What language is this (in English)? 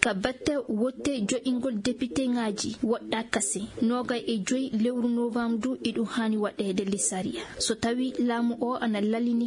Fula